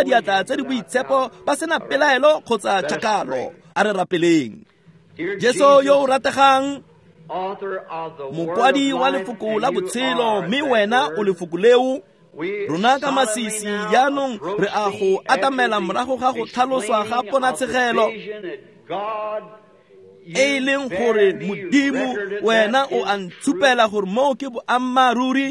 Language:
Tswana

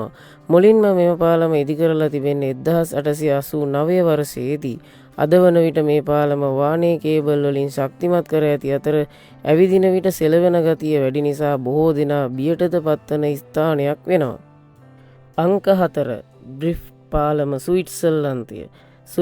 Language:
Sinhala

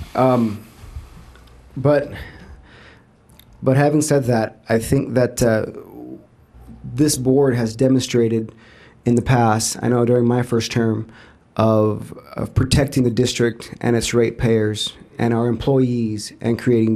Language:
English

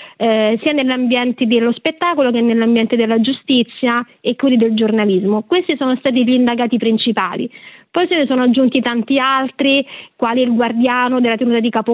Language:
Italian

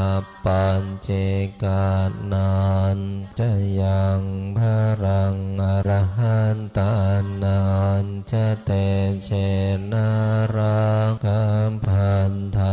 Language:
Pali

